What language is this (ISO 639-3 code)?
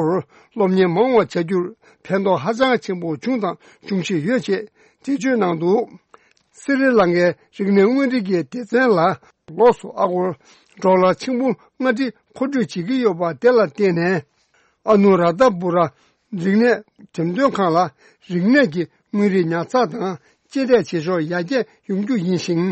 bod